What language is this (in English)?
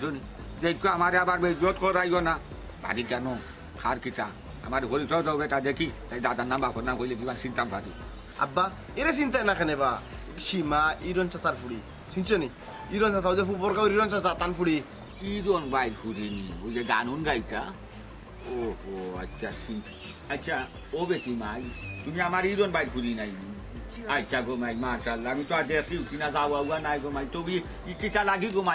Sylheti